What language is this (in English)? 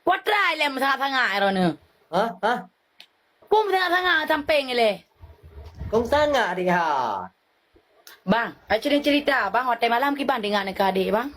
Achinese